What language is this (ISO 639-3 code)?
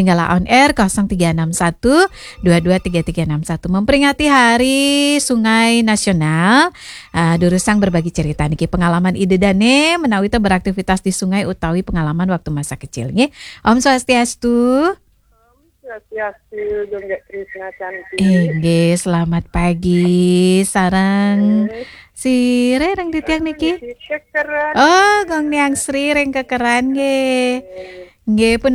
ban